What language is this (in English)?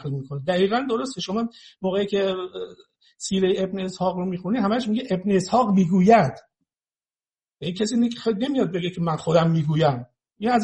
Persian